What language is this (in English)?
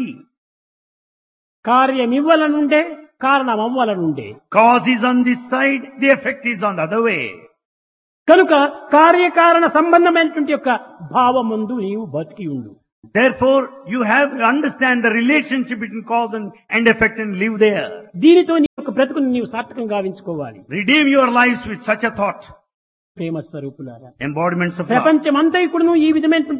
Telugu